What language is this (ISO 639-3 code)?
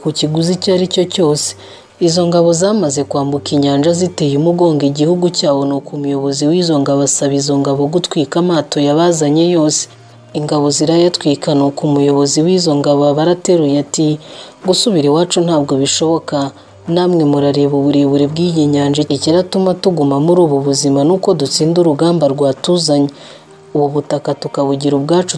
kin